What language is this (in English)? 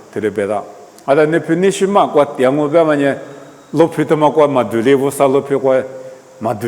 Lisu